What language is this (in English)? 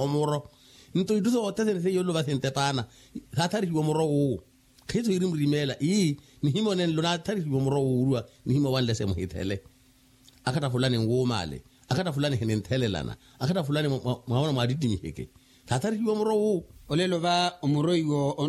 Makhuwa